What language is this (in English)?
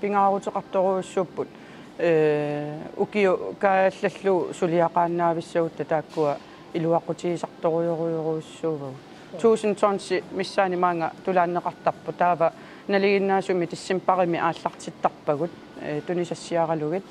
Kalaallisut